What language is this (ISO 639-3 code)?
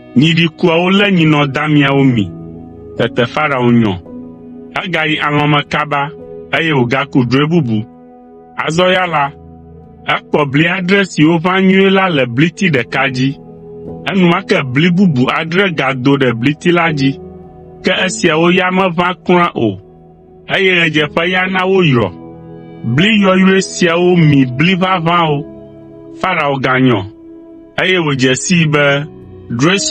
ewe